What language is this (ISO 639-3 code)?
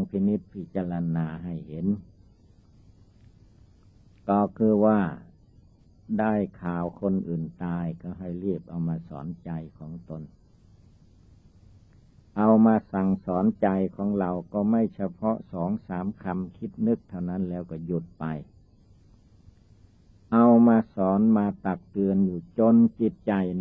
tha